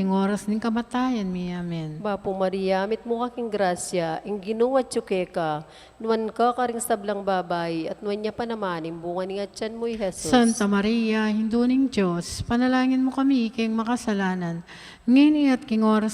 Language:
Pampanga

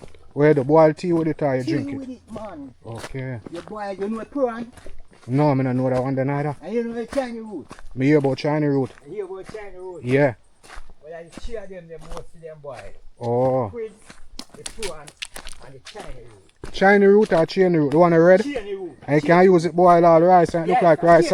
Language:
Jamaican Creole English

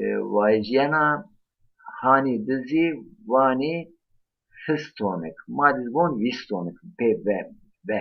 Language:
Zaza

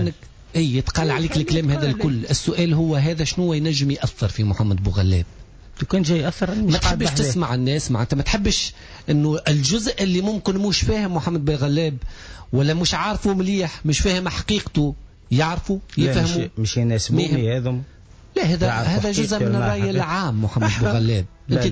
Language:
Tunisian Arabic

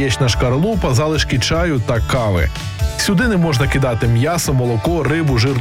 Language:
Ukrainian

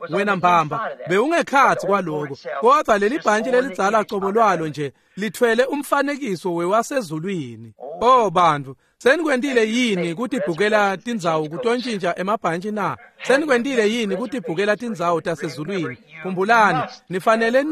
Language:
Swati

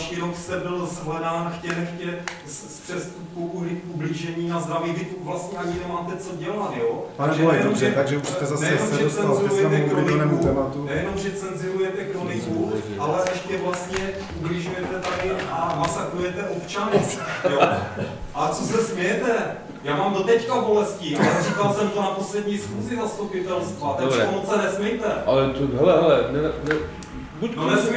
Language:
Czech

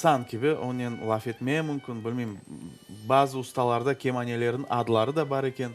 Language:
Crimean Tatar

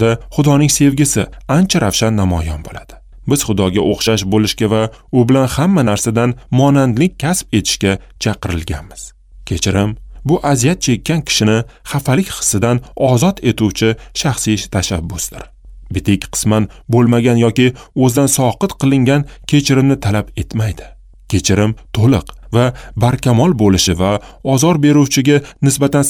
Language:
Uzbek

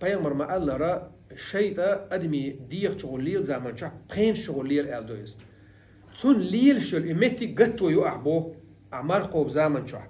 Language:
Chechen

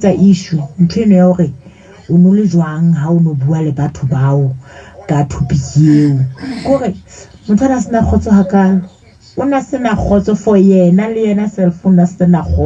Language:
Southern Sotho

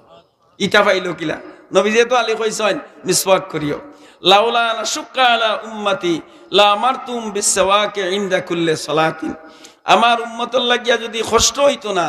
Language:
Sylheti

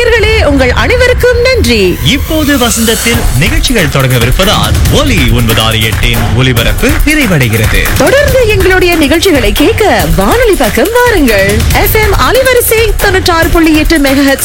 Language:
Tamil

